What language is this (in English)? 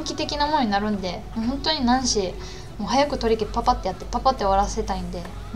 Japanese